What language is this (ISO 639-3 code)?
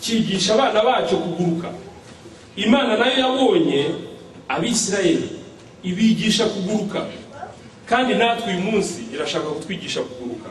kin